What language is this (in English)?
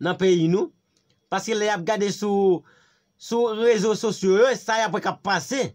Haitian Creole